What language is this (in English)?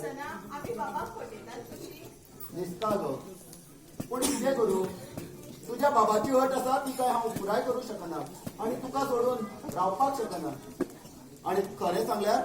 Konkani